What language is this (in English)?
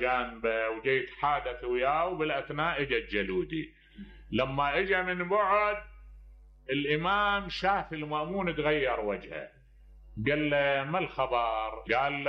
Mesopotamian Arabic